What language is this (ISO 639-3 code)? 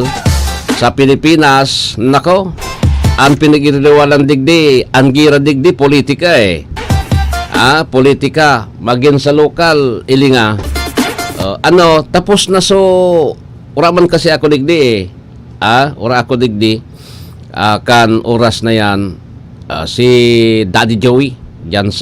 bik